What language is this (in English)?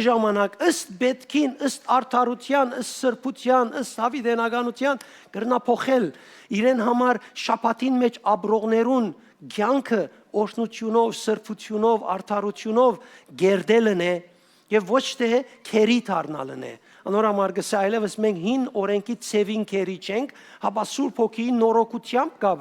Western Armenian